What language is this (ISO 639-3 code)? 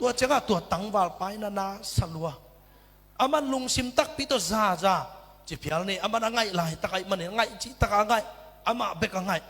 ctd